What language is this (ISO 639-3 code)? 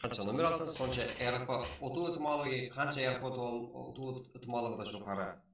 kaa